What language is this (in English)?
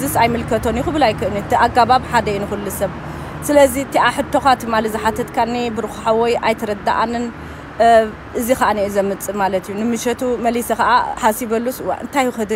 Tigrinya